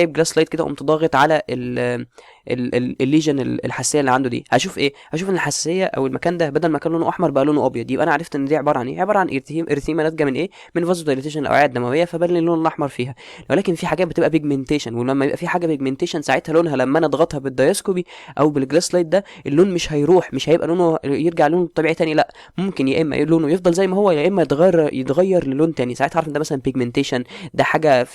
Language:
Egyptian Arabic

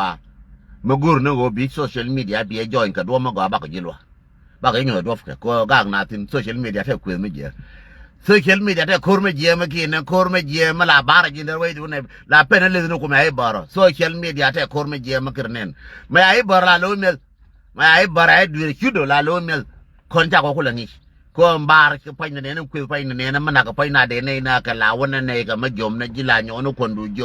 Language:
Nuer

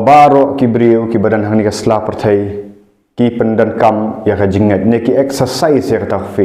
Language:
Khasi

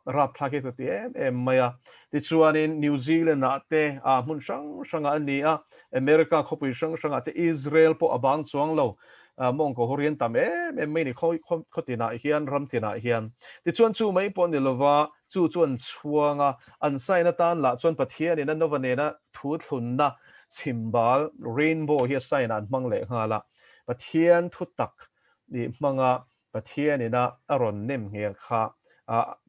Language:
Mizo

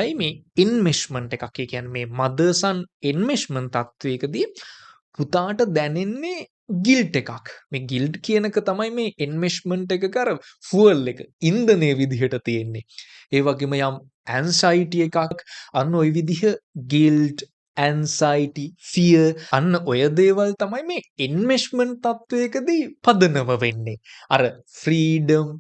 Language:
Sinhala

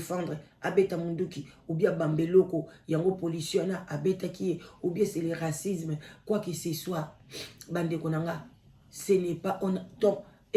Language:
Lingala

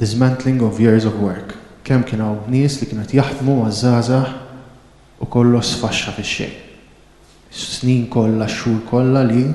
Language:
Maltese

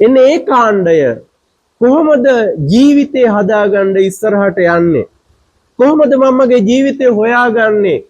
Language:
Sinhala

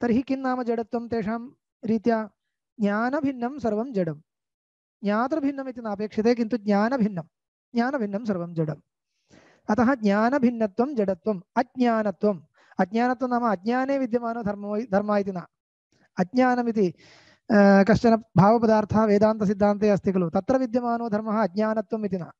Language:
Sanskrit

